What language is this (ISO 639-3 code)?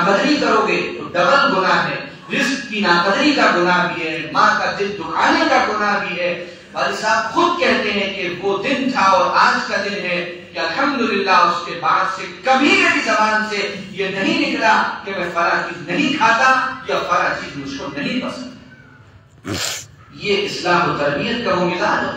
urd